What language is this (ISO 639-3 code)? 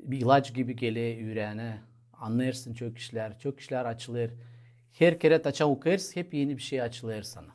gag